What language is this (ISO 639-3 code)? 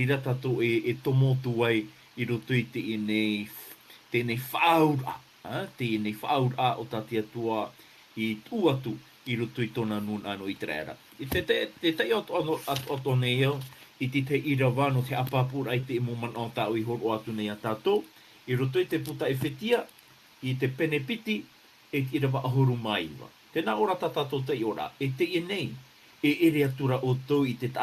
tah